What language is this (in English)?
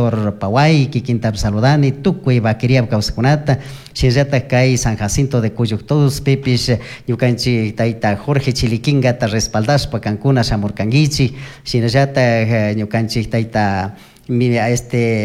Chimborazo Highland Quichua